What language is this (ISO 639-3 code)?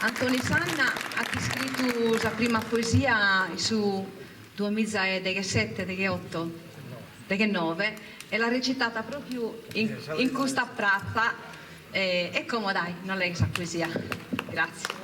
srd